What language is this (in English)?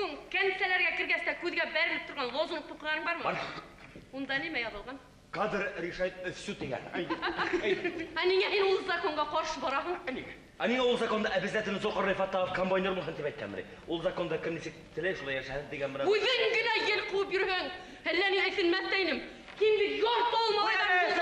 Bashkir